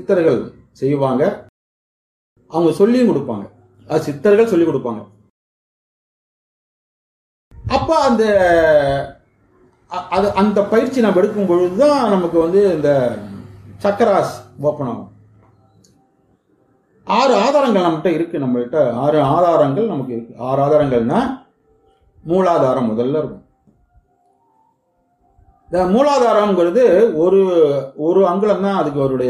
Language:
Tamil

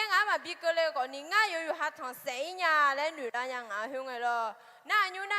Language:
Akha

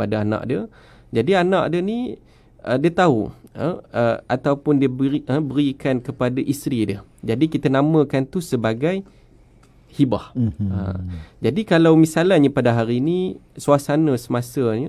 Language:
Malay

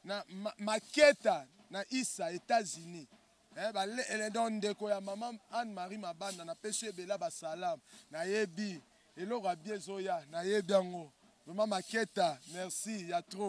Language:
Lingala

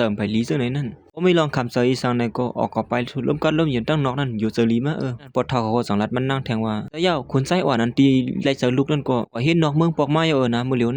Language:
Shan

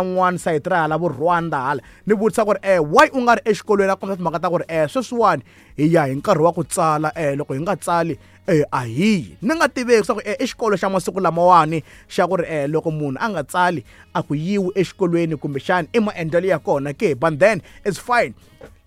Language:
Tsonga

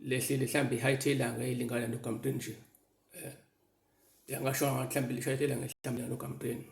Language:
Zulu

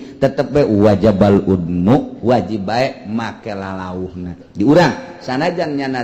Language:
Sundanese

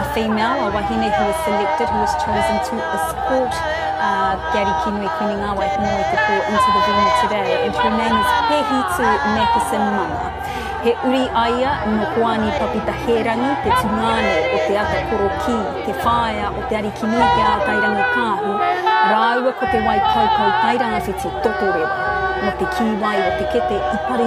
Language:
Māori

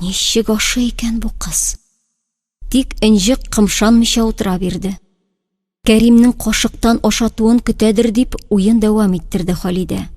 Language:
Tatar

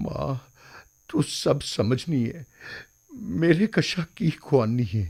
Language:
Dogri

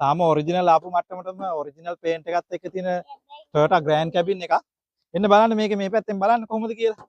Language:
Sinhala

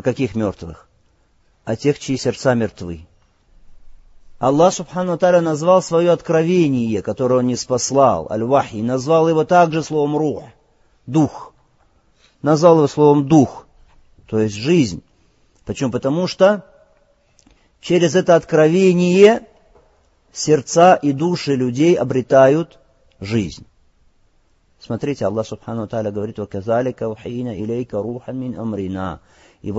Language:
Russian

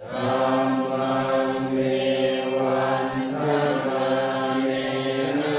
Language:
Pali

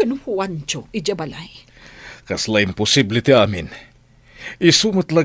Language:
Iloko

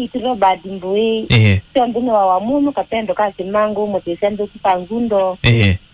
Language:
Kamba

